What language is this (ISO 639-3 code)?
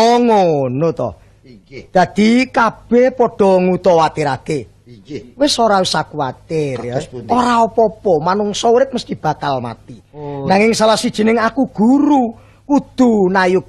jav